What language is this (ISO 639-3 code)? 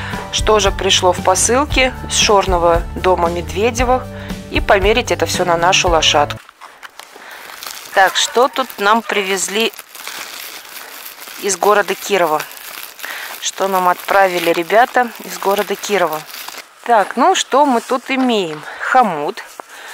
rus